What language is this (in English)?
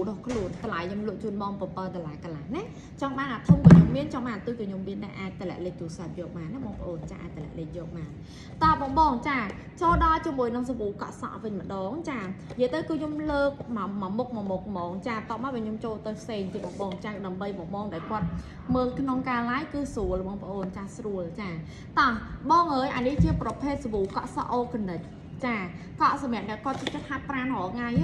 Khmer